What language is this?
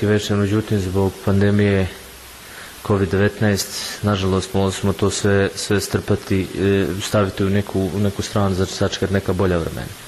Bosnian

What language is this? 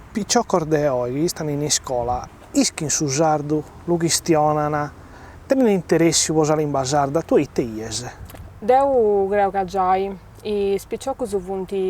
Sardinian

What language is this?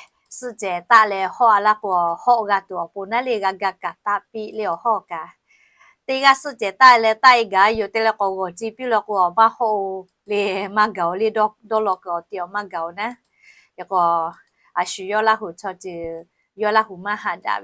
Lahu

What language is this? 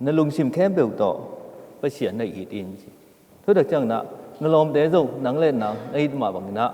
Tedim Chin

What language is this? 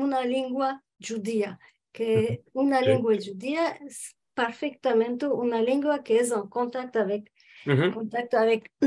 Ladino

